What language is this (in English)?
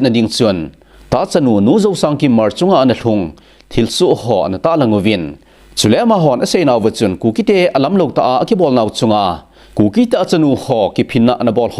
Thado Chin